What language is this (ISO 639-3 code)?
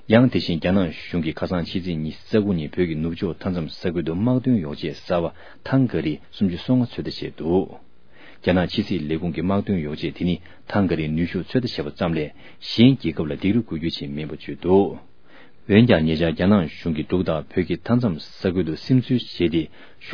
bod